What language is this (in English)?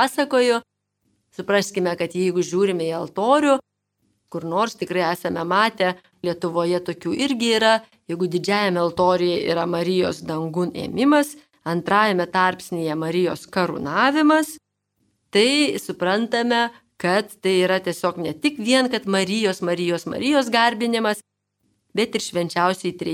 Lithuanian